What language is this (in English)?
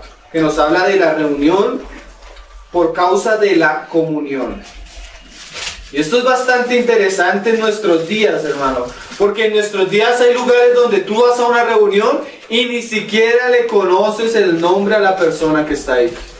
Spanish